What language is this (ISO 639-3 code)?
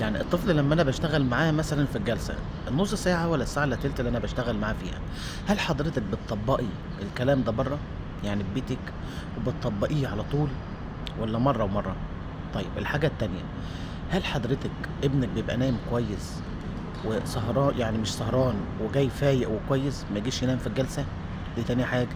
arz